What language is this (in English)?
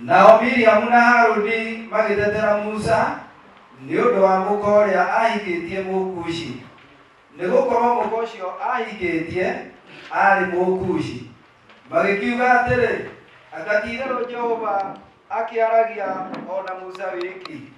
Kikuyu